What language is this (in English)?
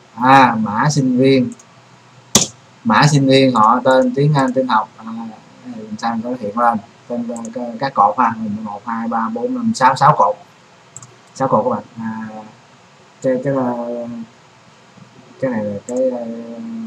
Vietnamese